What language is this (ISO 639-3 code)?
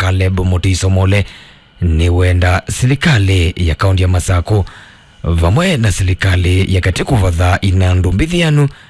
kam